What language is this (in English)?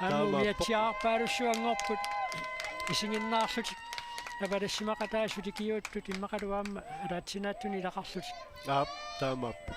Kalaallisut